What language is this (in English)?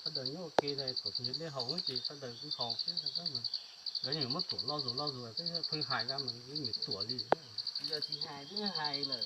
Hmong